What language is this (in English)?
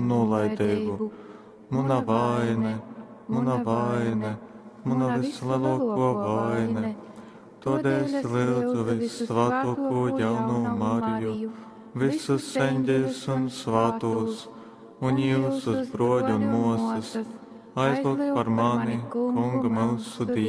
Latgalian